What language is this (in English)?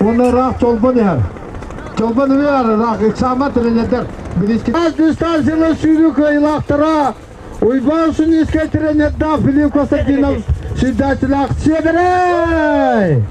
Yakut